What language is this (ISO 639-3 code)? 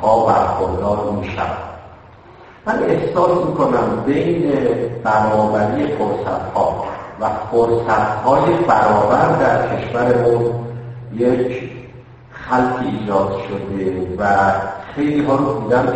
fas